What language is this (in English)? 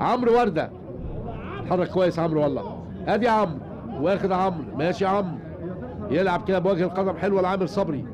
Egyptian Arabic